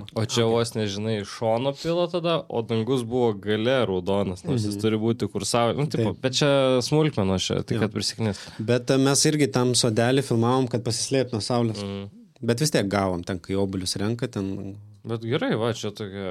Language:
Lithuanian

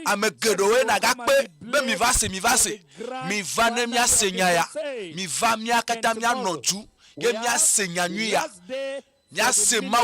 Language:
Ewe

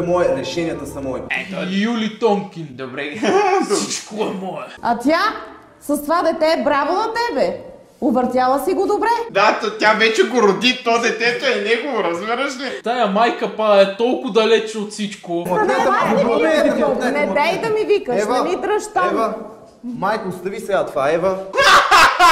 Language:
Bulgarian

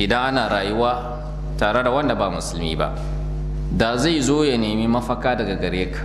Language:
Hausa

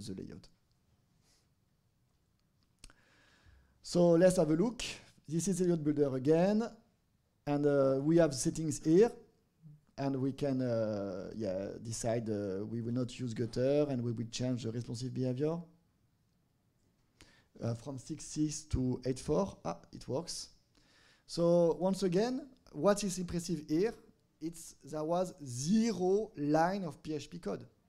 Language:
English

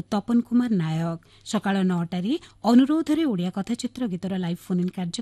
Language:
Odia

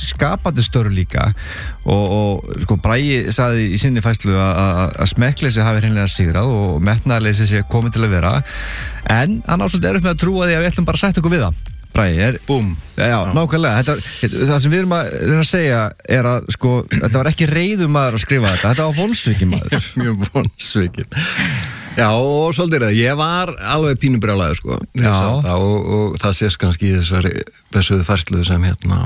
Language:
Icelandic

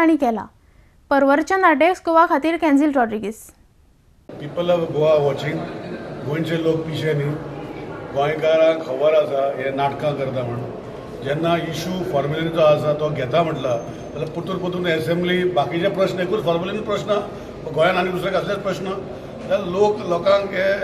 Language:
Konkani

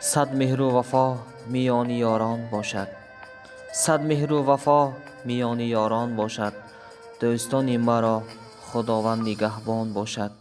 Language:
Tajik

